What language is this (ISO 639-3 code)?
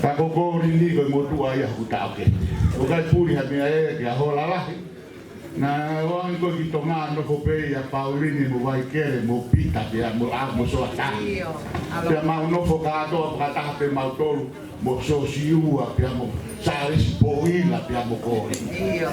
ton